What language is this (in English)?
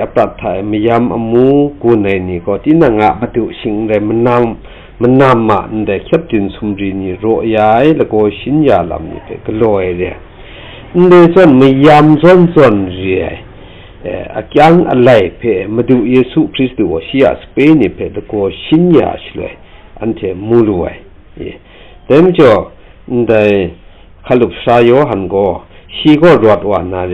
Kachin